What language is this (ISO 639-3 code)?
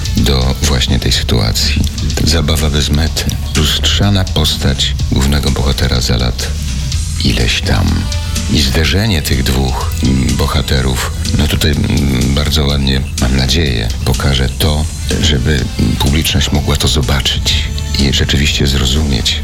pol